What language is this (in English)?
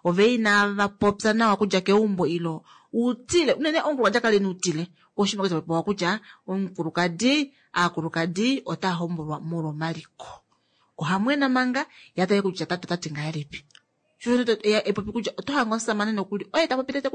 Kuanyama